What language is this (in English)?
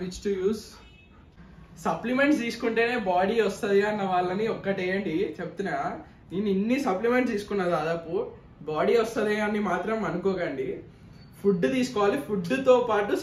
Telugu